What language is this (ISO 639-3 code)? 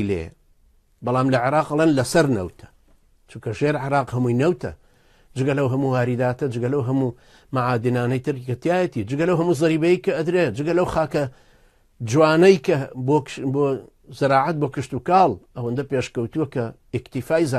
ckb